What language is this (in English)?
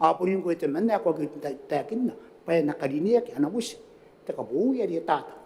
Gilbertese